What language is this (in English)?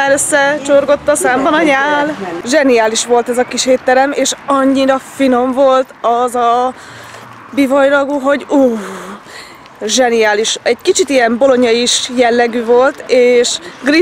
Hungarian